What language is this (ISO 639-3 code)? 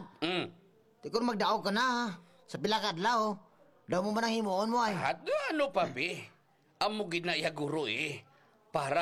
hil